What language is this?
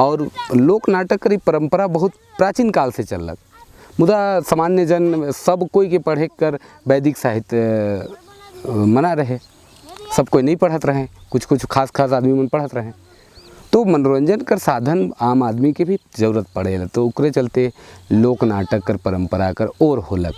Sadri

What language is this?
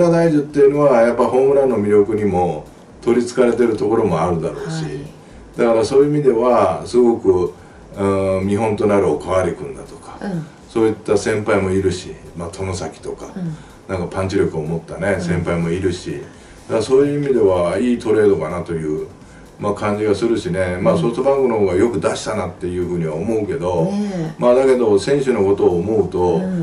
Japanese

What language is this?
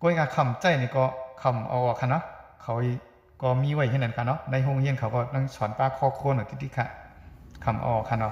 Shan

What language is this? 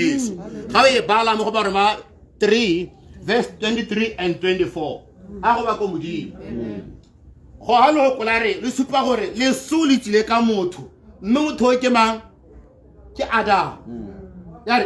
Tswana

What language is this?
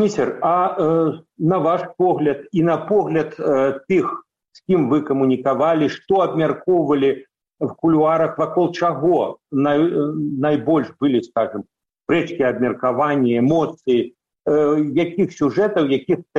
Belarusian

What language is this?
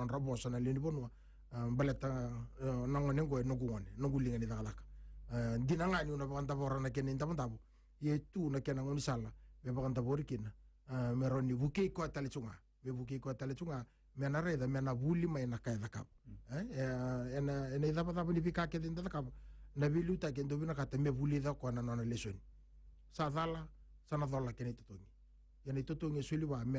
Fijian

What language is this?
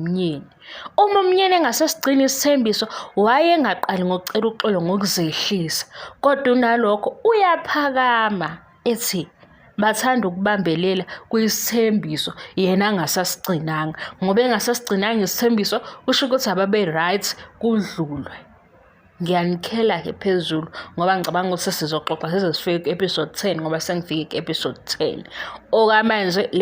Zulu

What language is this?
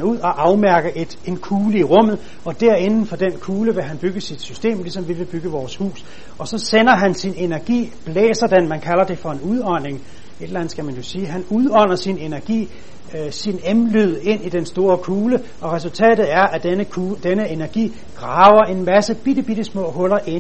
Danish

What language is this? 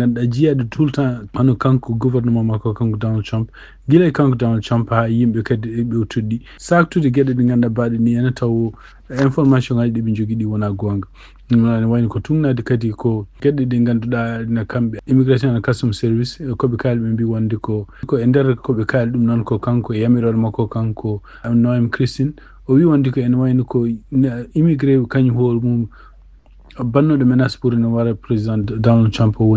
Fula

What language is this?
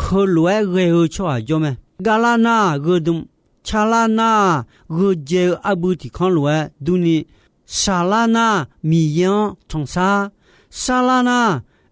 Akha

